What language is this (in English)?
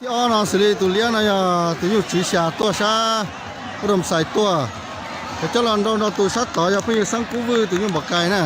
Hmong